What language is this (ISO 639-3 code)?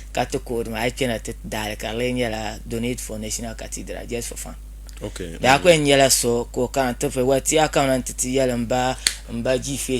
dag